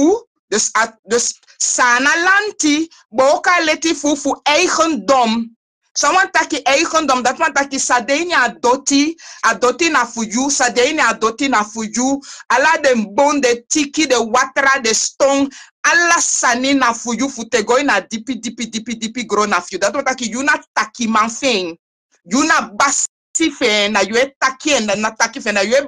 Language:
Sranan Tongo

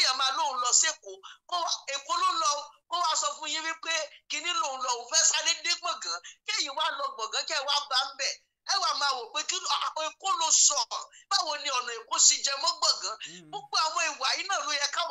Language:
Yoruba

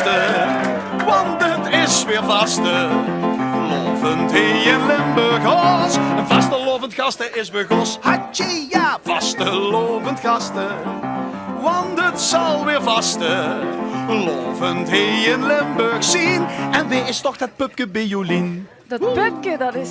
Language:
Limburgish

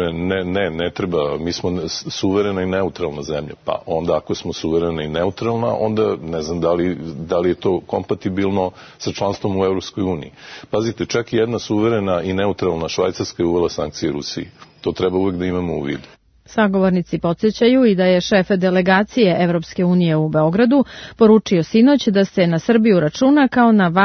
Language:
Serbian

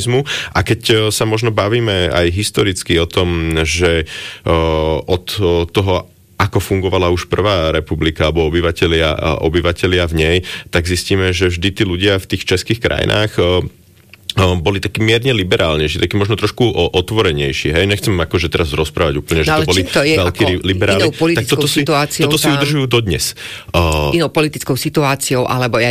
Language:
Slovak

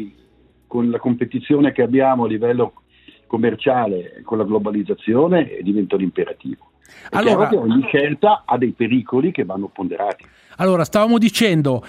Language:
Italian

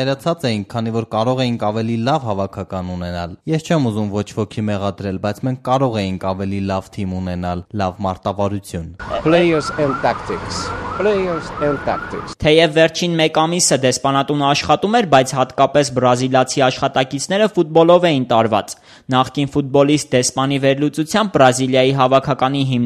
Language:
Armenian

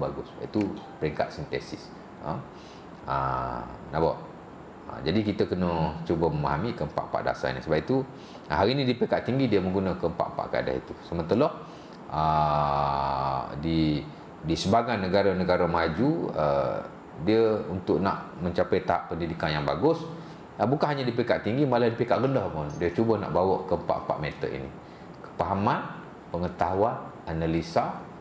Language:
Malay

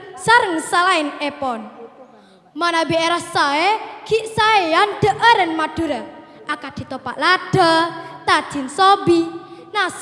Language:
Madurese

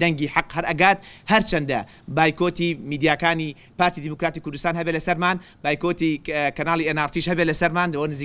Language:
Central Kurdish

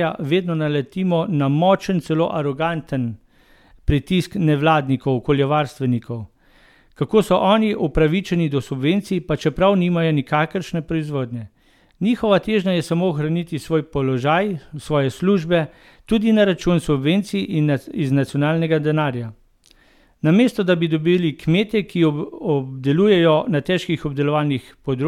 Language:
Slovenian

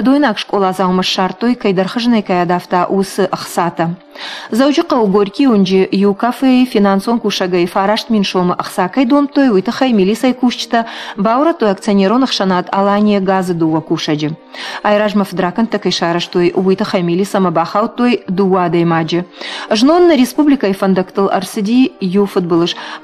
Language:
Ossetic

